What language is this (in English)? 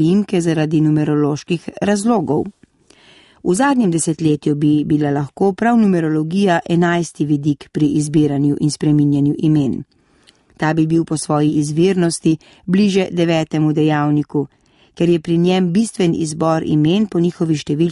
Slovenian